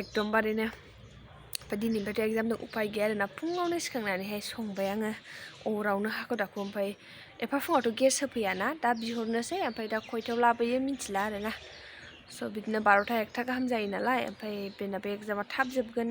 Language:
Bodo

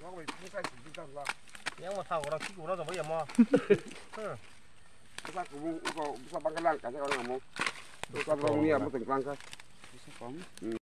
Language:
Kok Borok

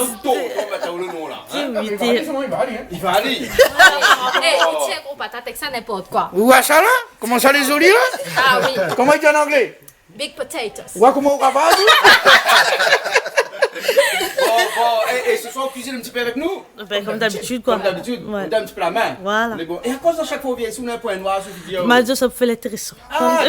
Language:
Réunion Creole French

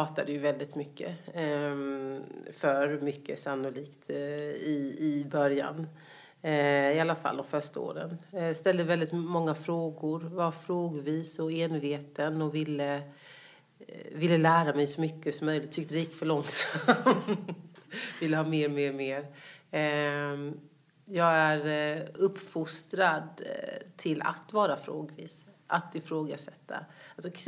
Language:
Swedish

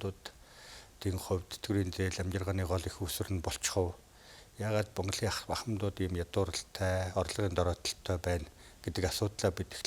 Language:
Mongolian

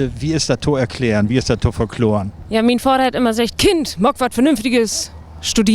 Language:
Low German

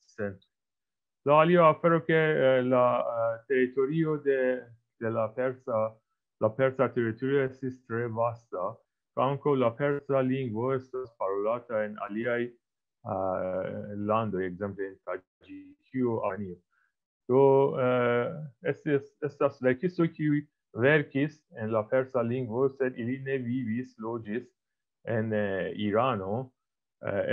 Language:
Esperanto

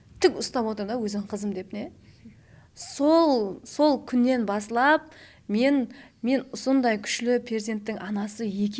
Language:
Kara-Kalpak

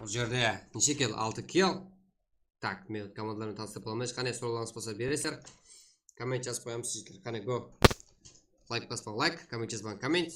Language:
Kara-Kalpak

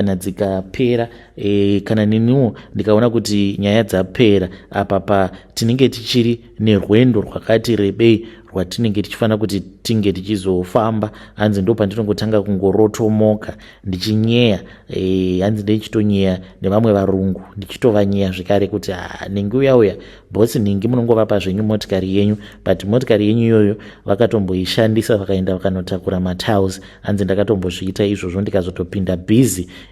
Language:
Shona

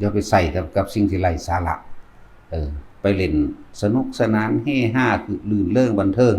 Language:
Lao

